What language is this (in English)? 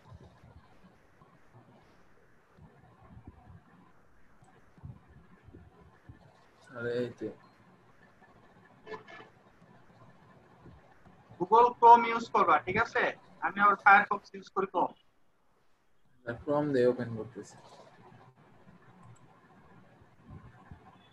Bangla